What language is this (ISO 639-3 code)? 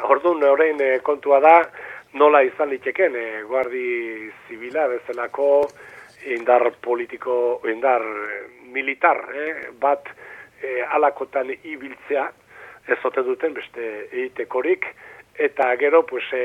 eus